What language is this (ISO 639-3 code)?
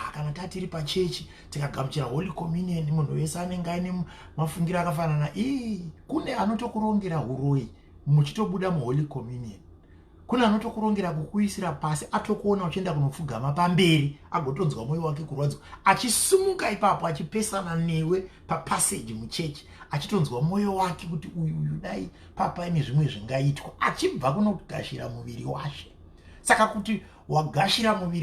sna